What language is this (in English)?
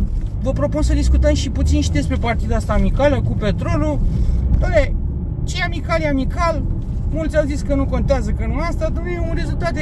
Romanian